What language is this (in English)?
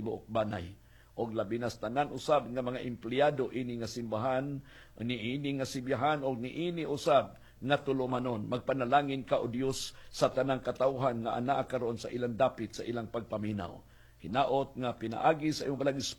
Cebuano